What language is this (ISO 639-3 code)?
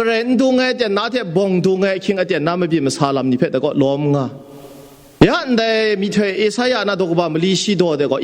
kac